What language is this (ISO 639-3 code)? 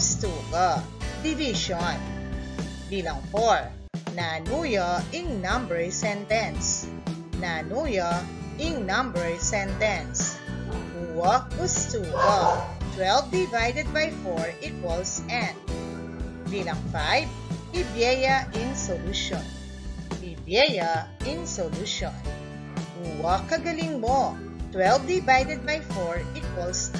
pam